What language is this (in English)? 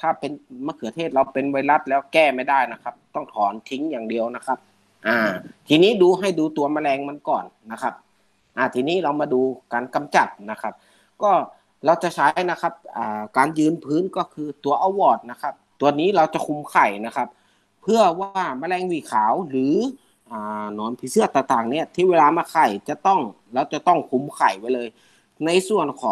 Thai